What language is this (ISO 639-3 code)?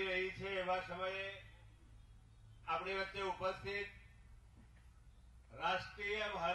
guj